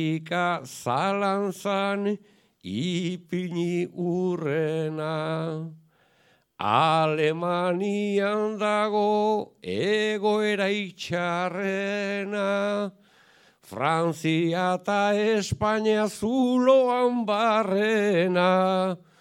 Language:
Basque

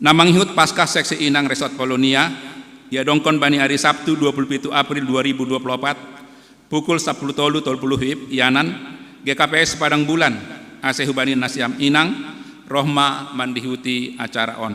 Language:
Batak Simalungun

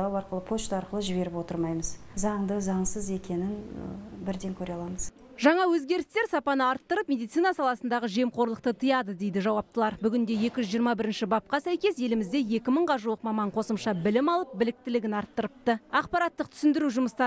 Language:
Kazakh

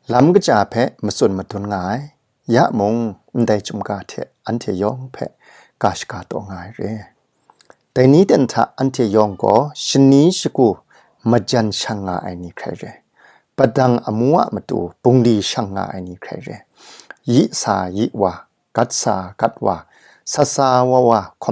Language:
Kachin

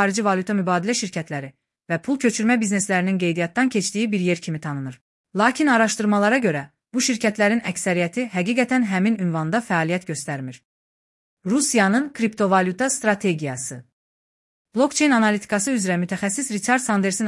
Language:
Azerbaijani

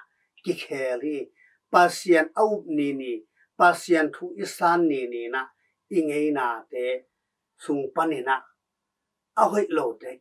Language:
Tedim Chin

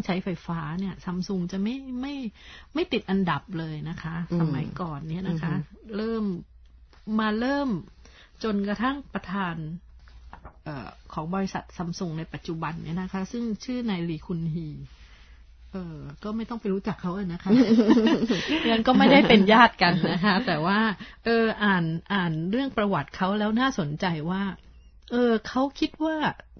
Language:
Thai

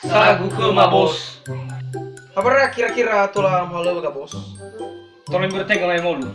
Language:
Nias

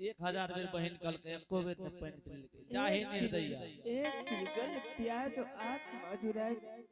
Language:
Angika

